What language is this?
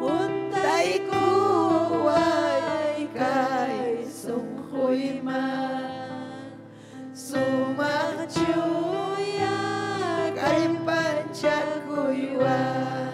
Ayacucho Quechua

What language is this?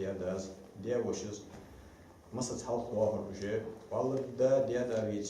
Ingush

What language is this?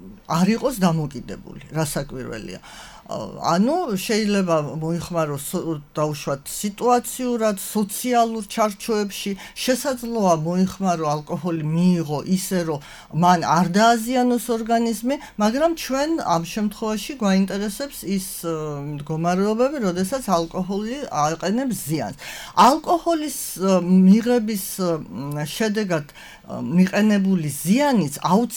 Georgian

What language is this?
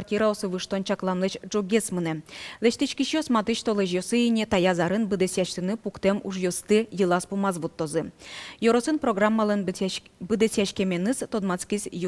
Udmurt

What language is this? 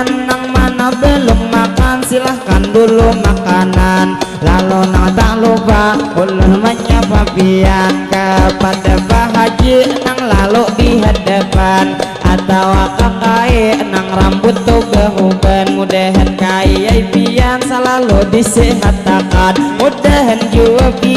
Banjar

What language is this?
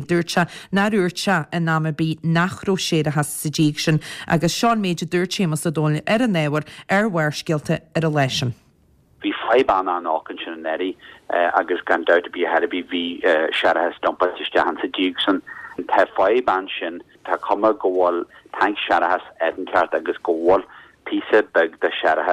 Irish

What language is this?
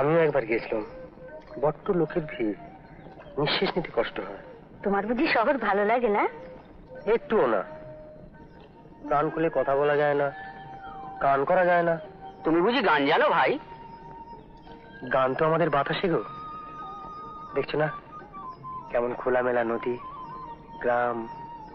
Bangla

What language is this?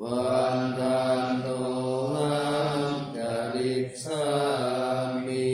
Pali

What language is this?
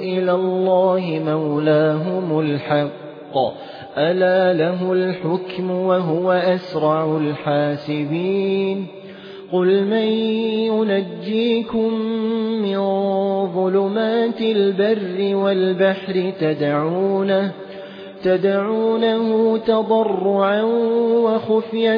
Arabic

